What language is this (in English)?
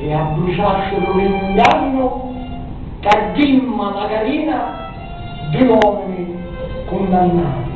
Sicilian